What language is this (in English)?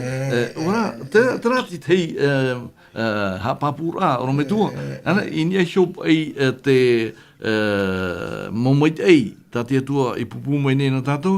Tahitian